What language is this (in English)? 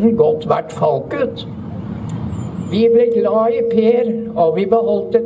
Norwegian